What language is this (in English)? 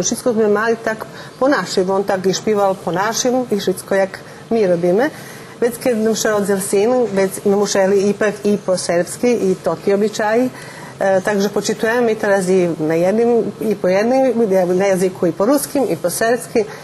Rusyn